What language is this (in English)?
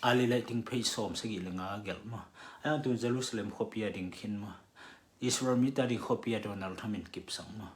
Tedim Chin